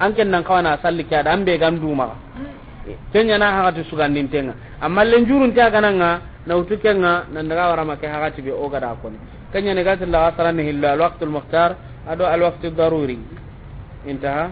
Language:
Soninke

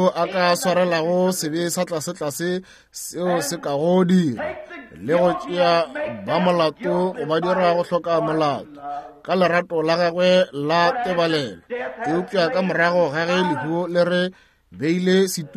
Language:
Northern Sotho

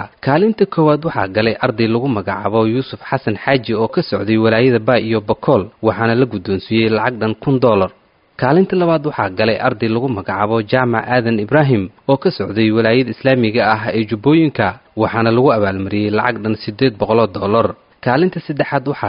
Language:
Somali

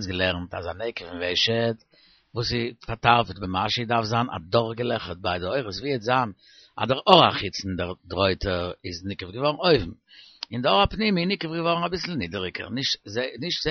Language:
Yiddish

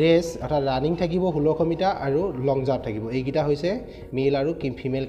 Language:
Assamese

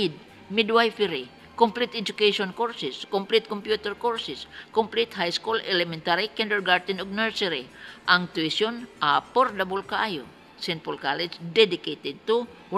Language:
Cebuano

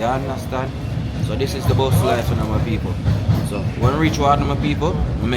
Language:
Jamaican Creole English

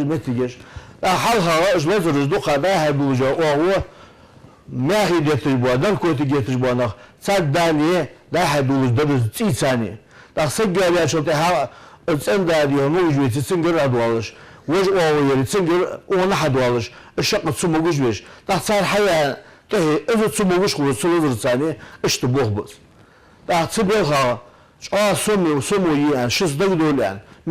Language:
Ingush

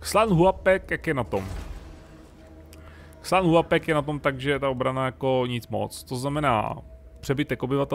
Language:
Czech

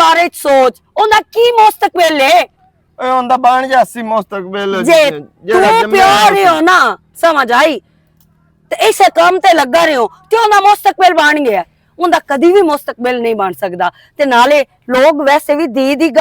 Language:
Western Panjabi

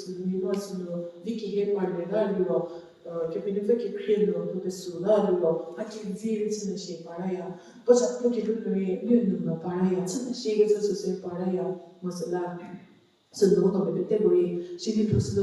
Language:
Angami Naga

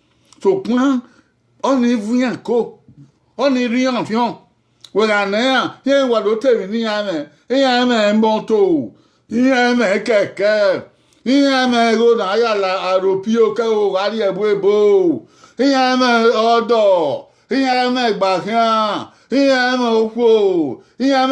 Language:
Bini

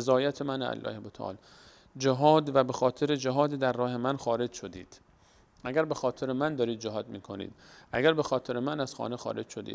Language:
Persian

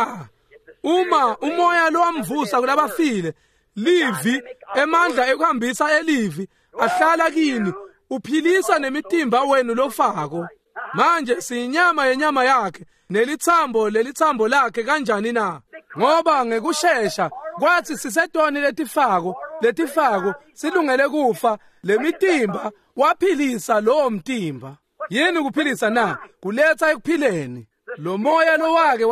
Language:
Swati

